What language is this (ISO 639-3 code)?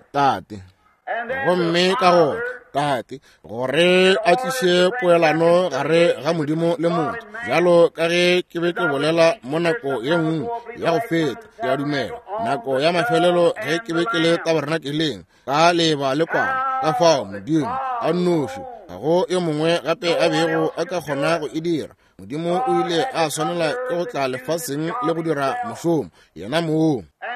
nso